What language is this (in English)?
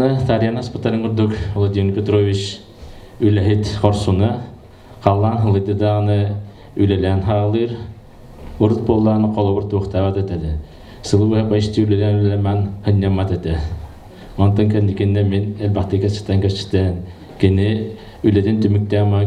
Yakut